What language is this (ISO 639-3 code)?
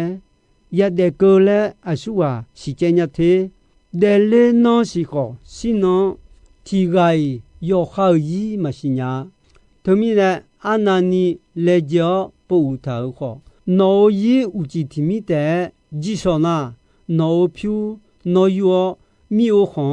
ahk